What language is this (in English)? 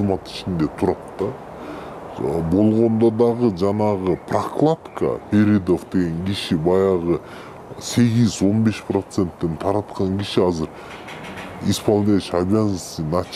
Kyrgyz